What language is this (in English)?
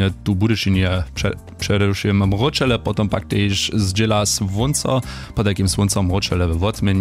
Upper Sorbian